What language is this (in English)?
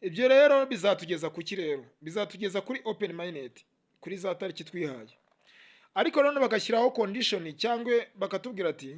Kinyarwanda